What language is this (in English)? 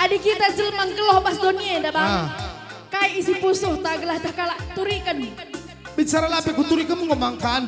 Batak Karo